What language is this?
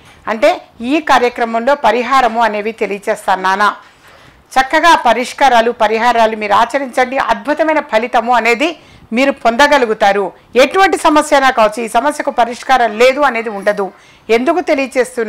Telugu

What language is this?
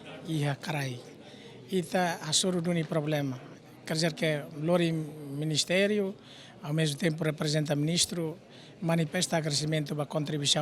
Tetum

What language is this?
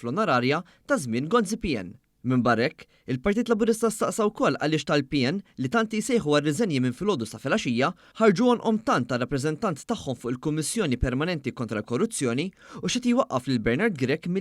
Maltese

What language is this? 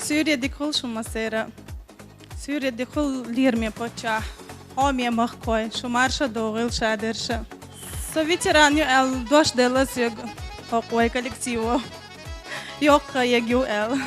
Chechen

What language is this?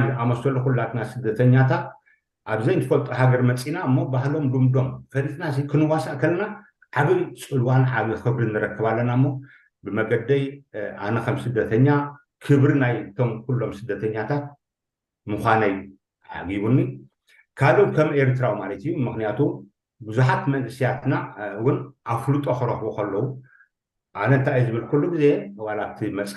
Tigrinya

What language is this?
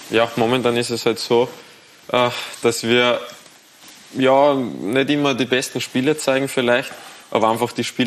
German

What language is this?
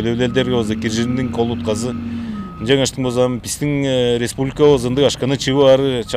Tuvinian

